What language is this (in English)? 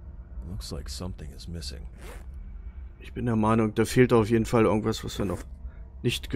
German